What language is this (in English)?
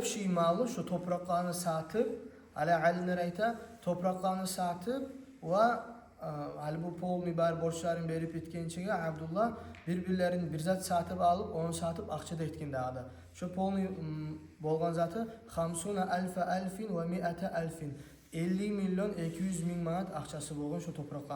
Kumyk